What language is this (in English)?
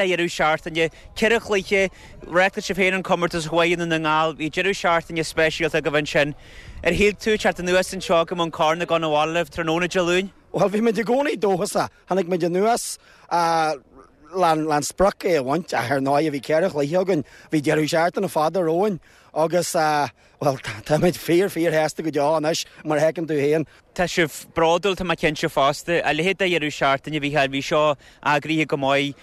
Irish